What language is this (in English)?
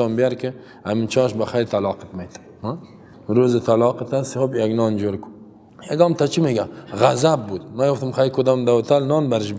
Persian